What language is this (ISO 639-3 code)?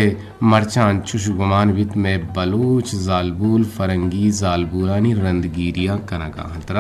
bgp